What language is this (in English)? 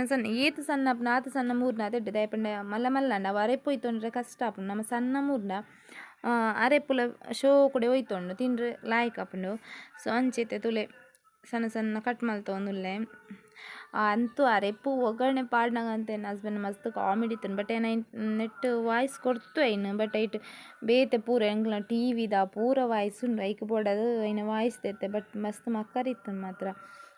Tulu